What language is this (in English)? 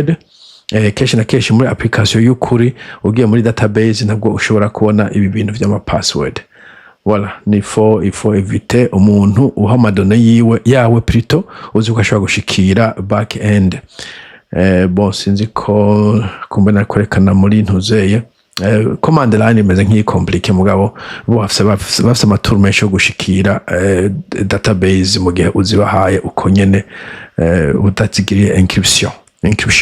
Rundi